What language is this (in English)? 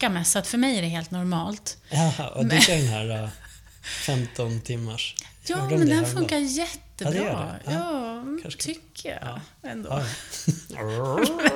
Swedish